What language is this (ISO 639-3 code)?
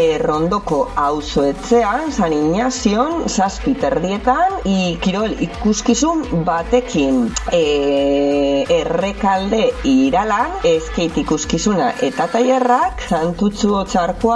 eus